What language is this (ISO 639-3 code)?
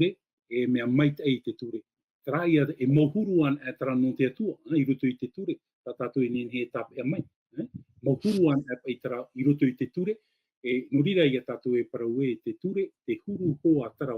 tah